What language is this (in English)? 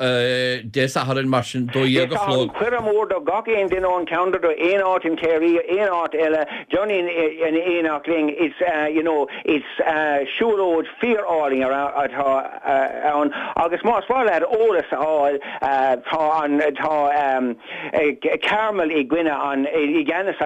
Irish